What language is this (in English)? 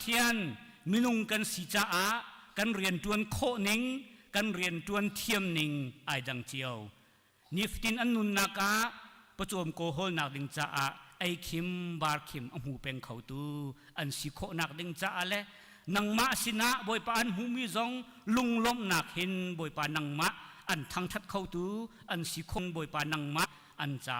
Hakha Chin